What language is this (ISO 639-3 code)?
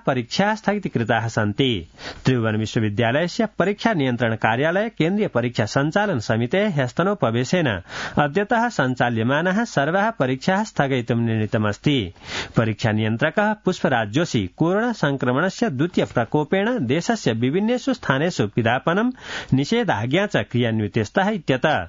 san